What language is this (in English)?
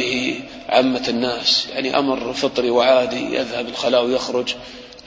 Arabic